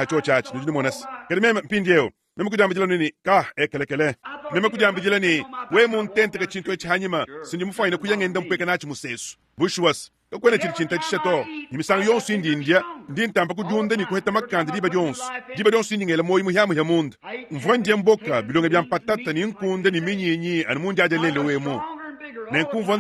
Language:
Luba-Lulua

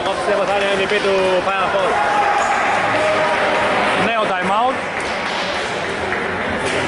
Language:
Greek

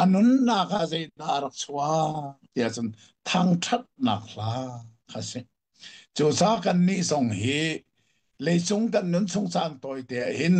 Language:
Hakha Chin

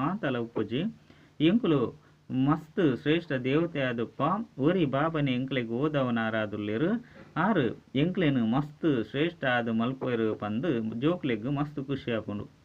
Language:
Tulu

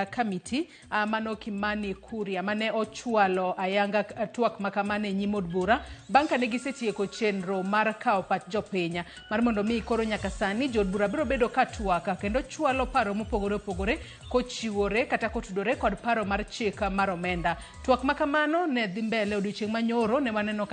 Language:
Luo (Kenya and Tanzania)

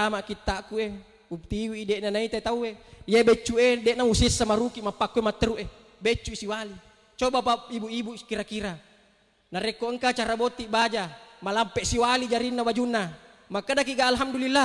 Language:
Buginese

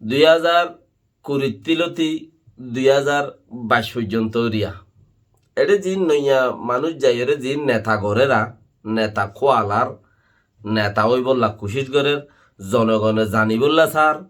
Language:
Rohingya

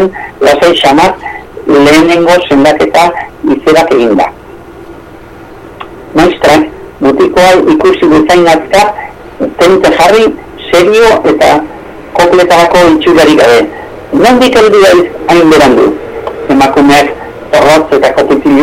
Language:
Basque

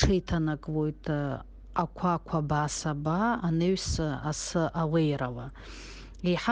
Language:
Abkhazian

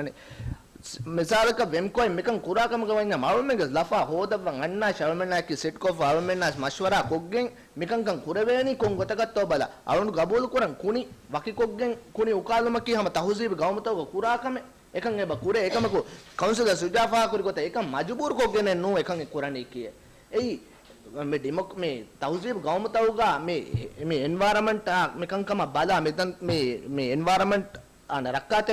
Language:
Divehi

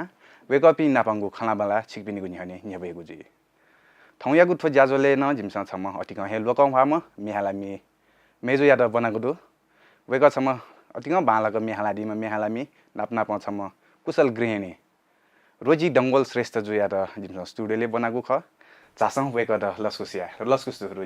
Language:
Newari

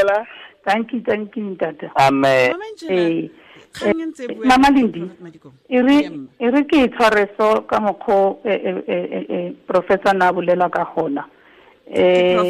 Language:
Tswana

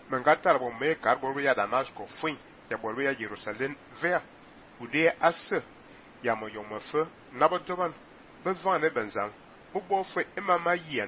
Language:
Fang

